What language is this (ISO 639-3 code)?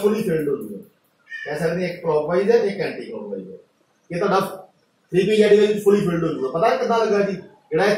pan